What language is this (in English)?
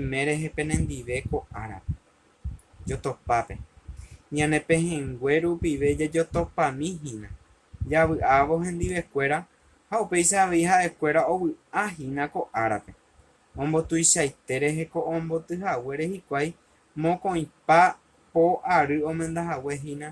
Guarani